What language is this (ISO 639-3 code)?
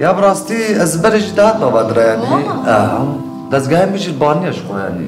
kur